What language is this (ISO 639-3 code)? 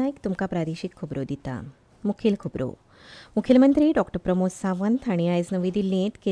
kok